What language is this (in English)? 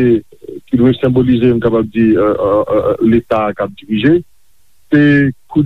Haitian Creole